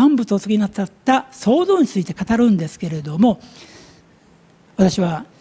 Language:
Japanese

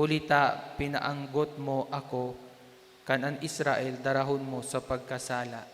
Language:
Bikol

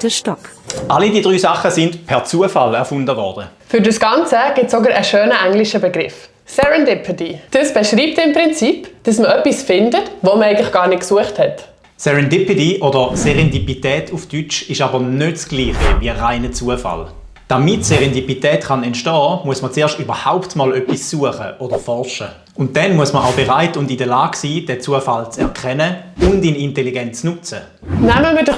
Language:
Swiss German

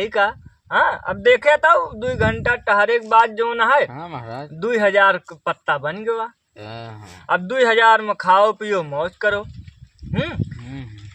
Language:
Awadhi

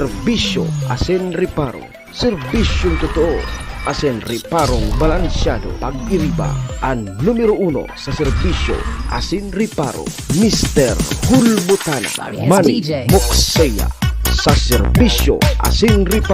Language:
Bikol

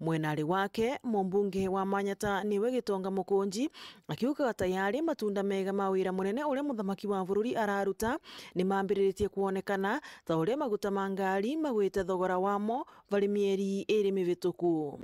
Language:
Meru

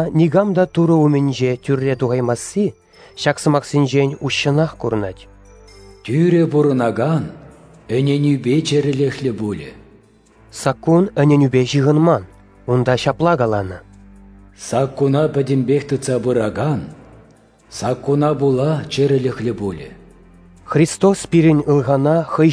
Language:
Chuvash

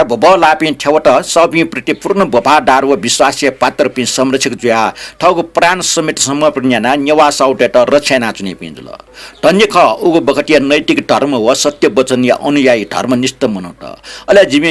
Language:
Newari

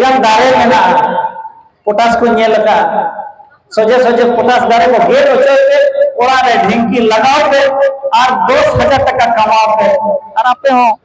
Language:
Santali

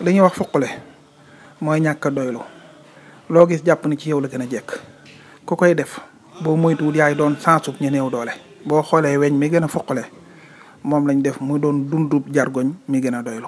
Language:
Wolof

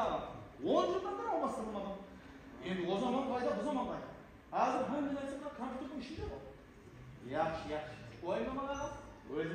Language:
Kara-Kalpak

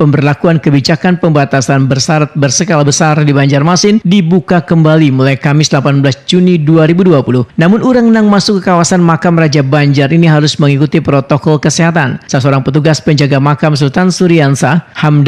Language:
Banjar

